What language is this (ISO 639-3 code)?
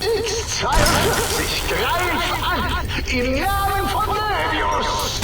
bar